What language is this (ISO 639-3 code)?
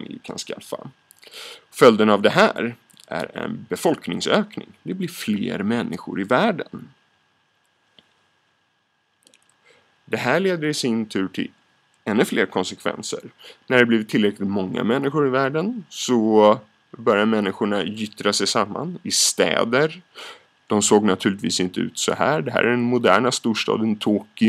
swe